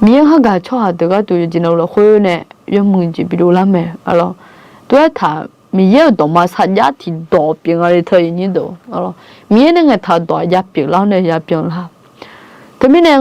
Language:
Akha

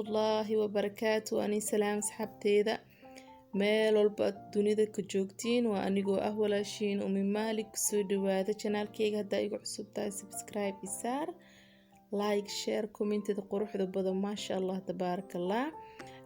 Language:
Somali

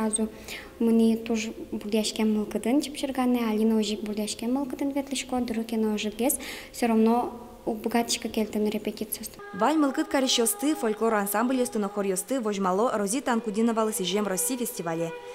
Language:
Udmurt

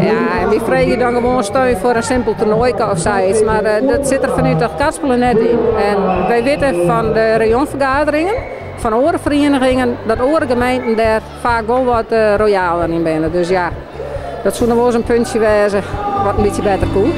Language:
Western Frisian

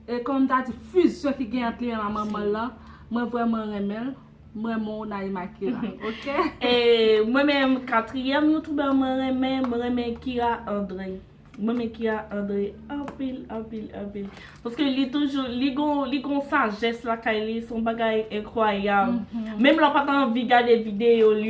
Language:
Haitian Creole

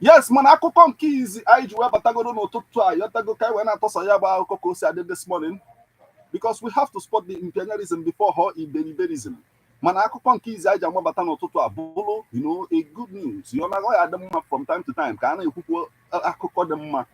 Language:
Igbo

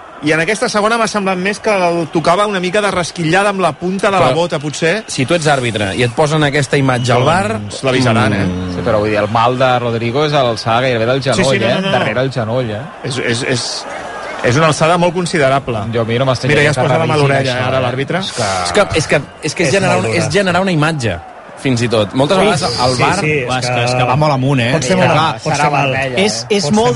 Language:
Catalan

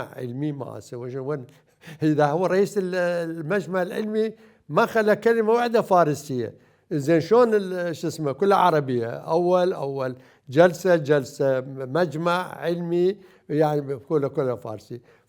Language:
Mesopotamian Arabic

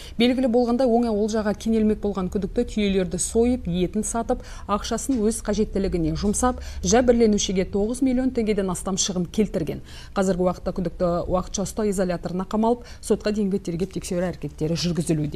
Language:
Kazakh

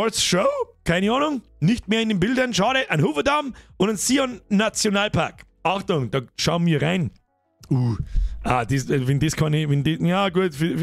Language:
Bavarian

